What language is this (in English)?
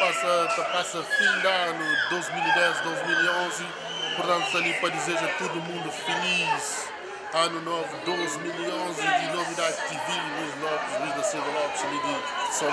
Kabuverdianu